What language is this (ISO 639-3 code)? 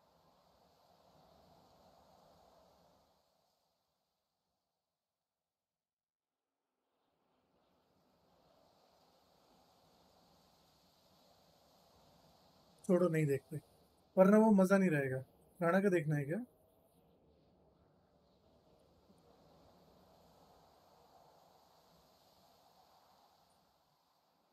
hin